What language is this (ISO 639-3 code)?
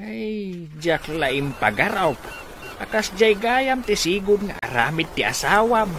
ilo